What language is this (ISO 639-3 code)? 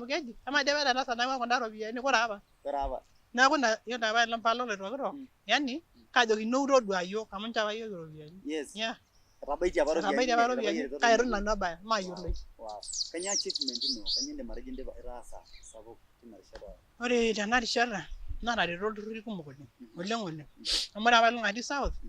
mas